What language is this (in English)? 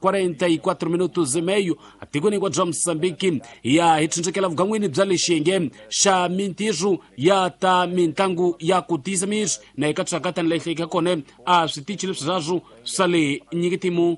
Tsonga